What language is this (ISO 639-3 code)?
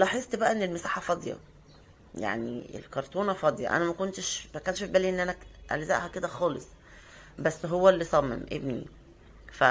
arz